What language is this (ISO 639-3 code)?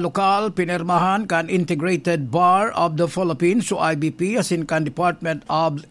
bik